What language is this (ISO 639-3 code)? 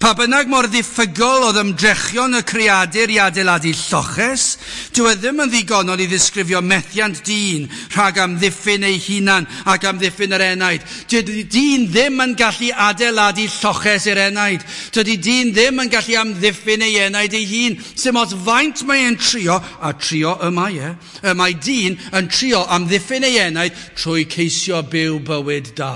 cym